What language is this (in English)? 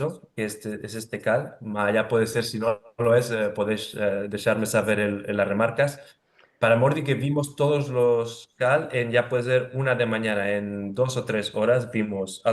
Ladino